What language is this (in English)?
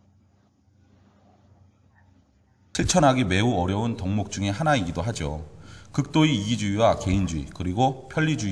Korean